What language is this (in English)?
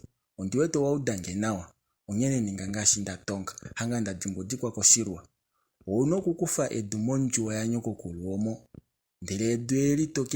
Kuanyama